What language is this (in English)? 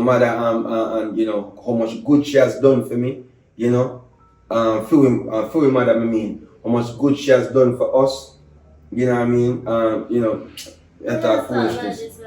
Jamaican Creole English